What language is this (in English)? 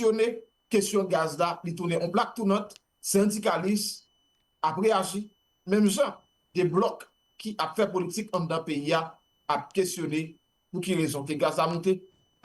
Haitian Creole